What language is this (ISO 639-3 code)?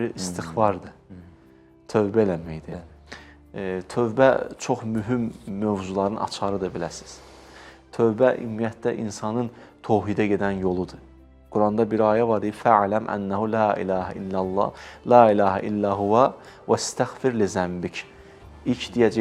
aze